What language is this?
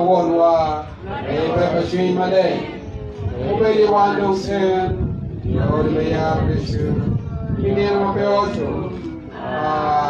Acoli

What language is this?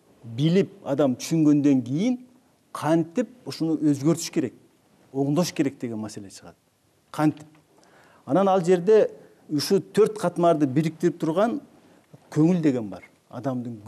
Kyrgyz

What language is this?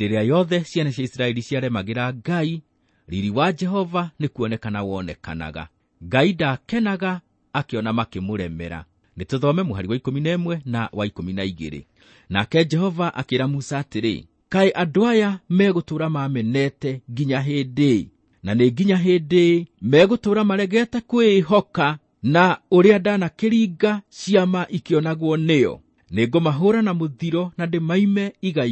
Kikuyu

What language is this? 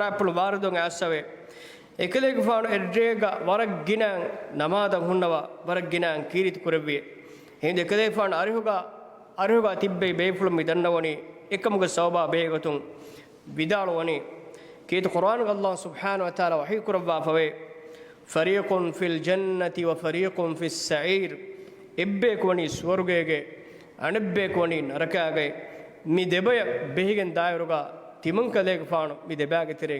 Divehi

